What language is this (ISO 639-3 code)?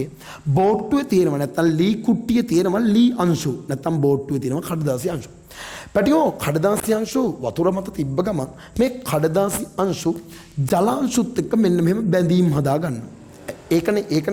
sin